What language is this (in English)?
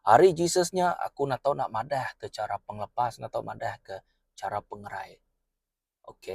Iban